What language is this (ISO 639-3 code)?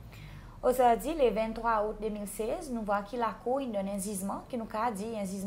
crs